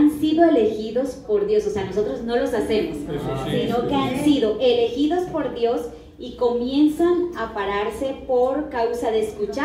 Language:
Spanish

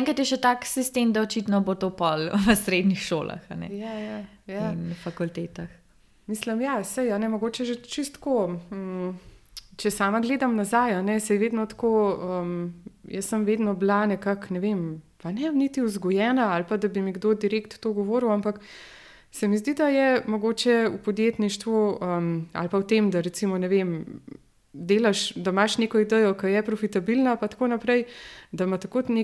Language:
Slovenian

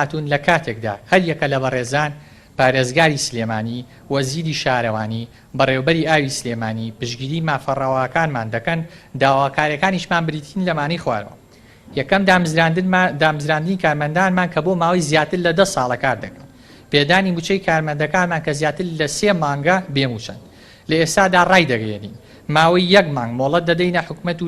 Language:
Central Kurdish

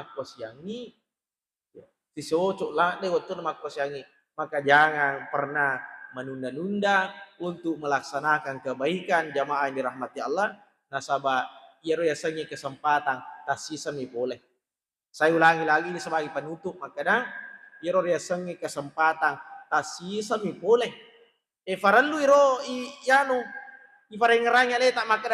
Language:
Buginese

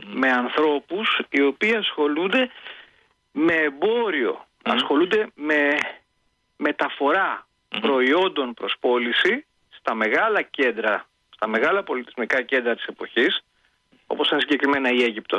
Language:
Greek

